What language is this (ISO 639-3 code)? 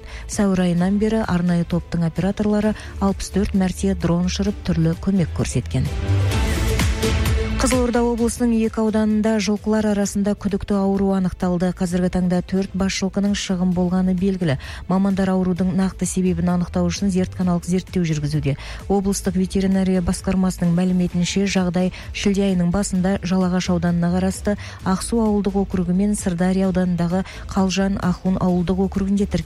kaz